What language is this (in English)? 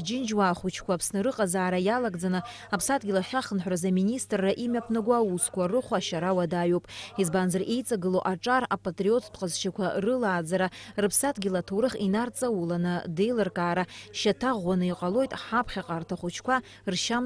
Abkhazian